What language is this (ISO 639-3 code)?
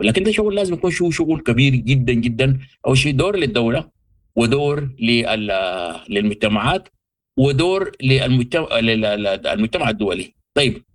apd